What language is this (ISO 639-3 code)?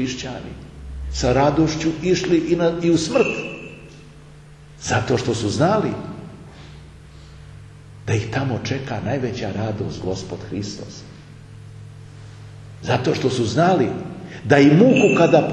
srp